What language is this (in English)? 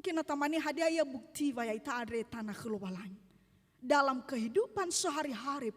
Nias